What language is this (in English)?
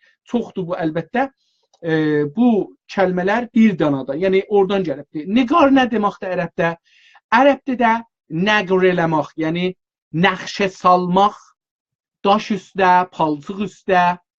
South Azerbaijani